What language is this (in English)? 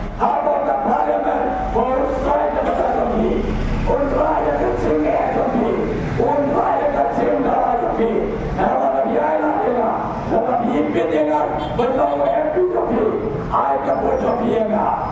Khasi